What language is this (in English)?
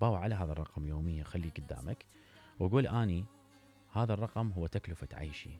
Mesopotamian Arabic